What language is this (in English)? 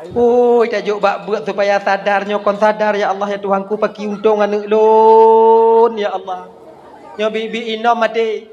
Achinese